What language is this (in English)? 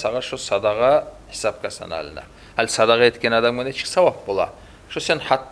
Kumyk